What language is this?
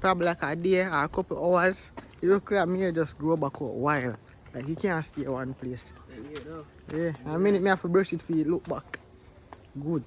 Jamaican Creole English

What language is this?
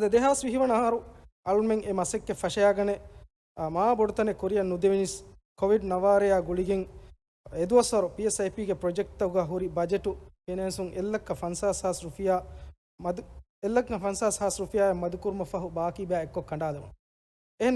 Divehi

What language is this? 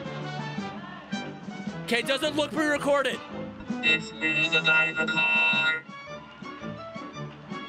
English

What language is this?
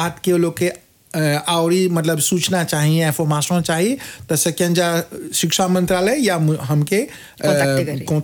Bhojpuri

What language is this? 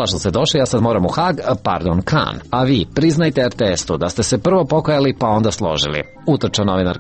Serbian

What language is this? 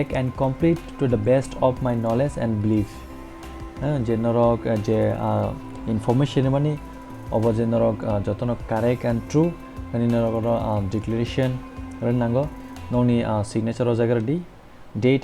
Kok Borok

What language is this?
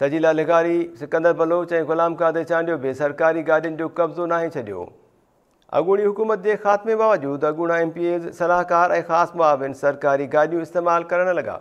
Sindhi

